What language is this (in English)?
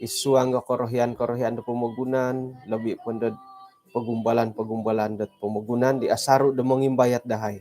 Central Dusun